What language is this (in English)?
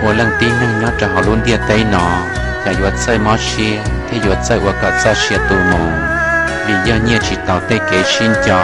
Hmong